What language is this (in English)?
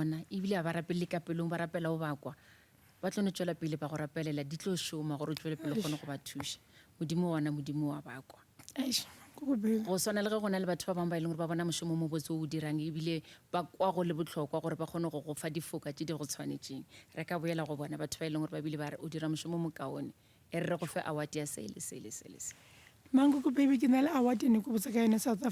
Northern Sotho